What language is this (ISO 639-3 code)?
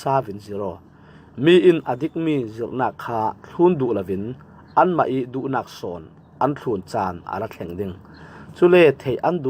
cfm